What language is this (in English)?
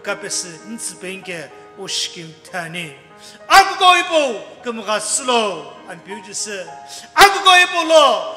Sumi Naga